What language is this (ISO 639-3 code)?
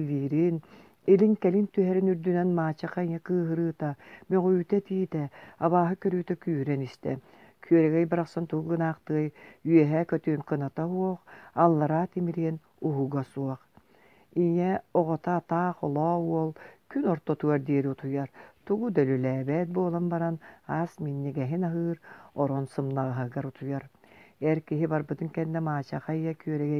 sah